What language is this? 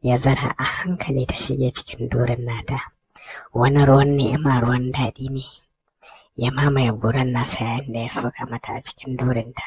Hausa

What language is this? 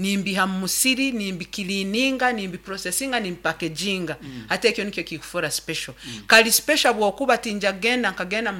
Nyankole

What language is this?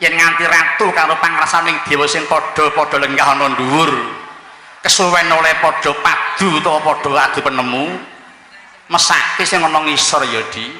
Javanese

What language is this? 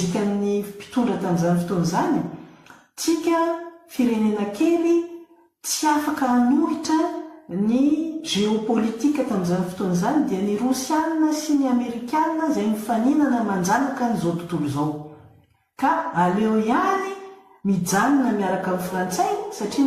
Malagasy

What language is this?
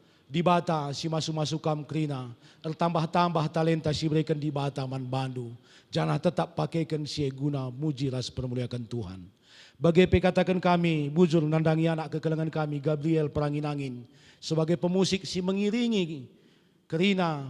Batak Karo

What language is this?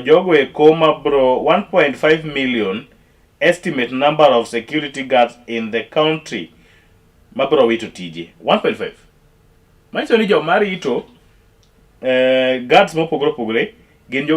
Luo (Kenya and Tanzania)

